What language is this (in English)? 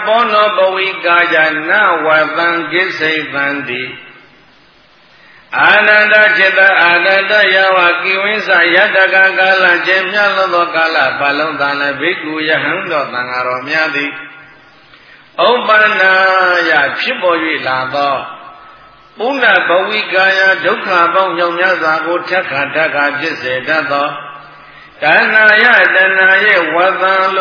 Burmese